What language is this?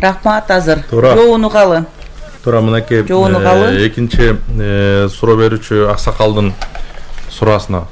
Kyrgyz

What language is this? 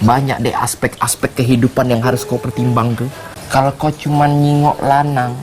Musi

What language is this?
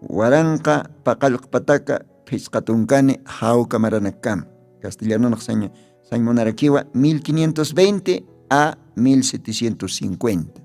Aymara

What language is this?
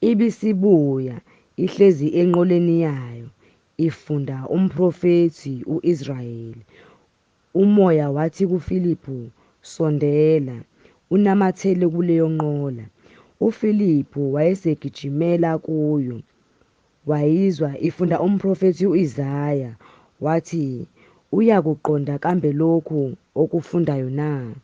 Zulu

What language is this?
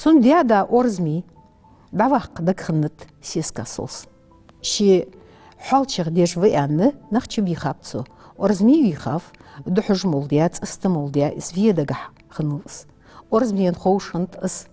Ingush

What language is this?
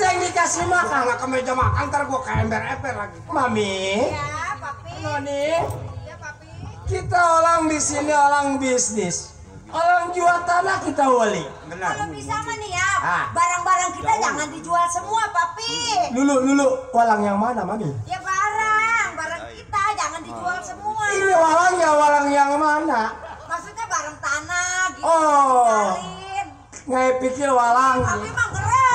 Betawi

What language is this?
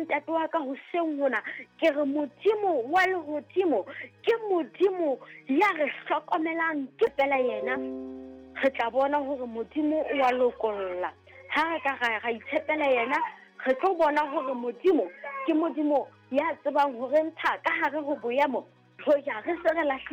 Southern Sotho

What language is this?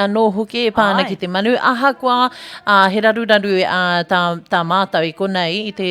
Māori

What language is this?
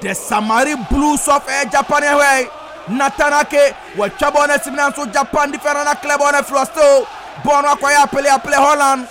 Akan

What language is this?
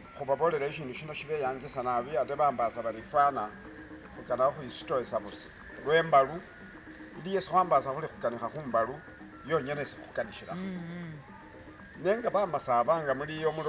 Masaaba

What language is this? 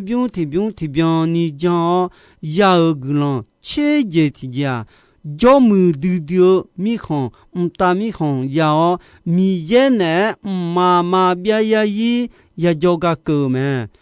Akha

